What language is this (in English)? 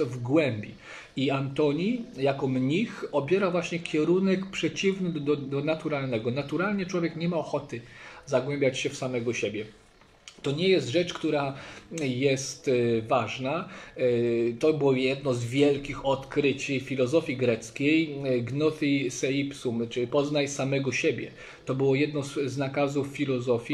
Polish